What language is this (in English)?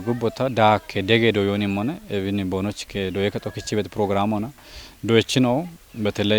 Kafa